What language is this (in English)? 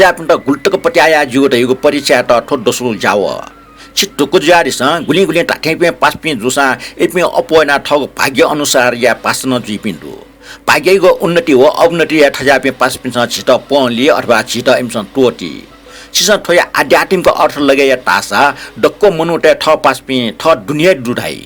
Newari